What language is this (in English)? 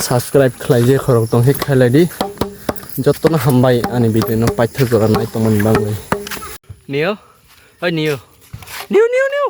Kok Borok